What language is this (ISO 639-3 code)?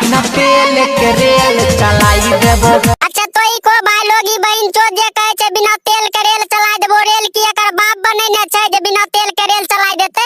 mai